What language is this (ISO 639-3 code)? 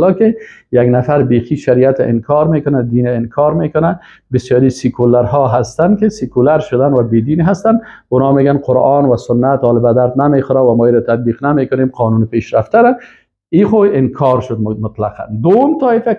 fas